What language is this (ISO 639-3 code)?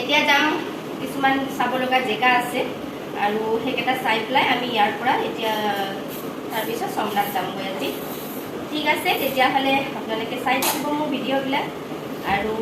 asm